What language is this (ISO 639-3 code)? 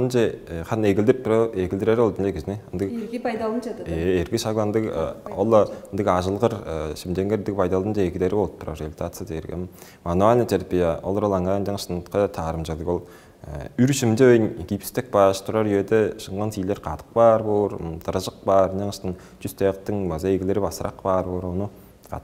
tyv